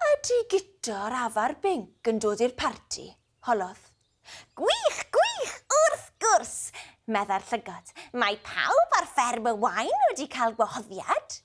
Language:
Welsh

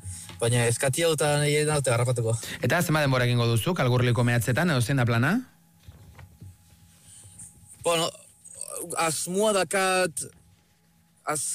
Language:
Basque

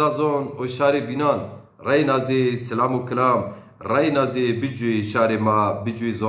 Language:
Zaza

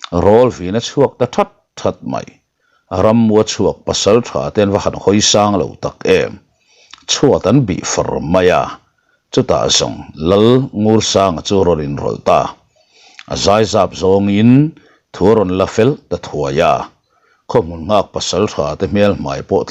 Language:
Mizo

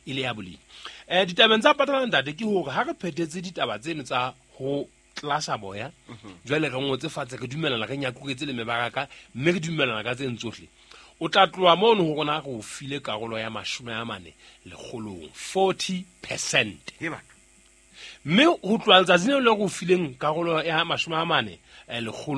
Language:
Southern Sotho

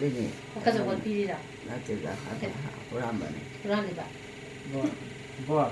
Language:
Manipuri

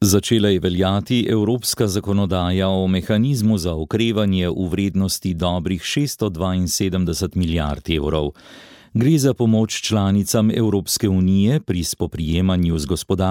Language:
Slovenian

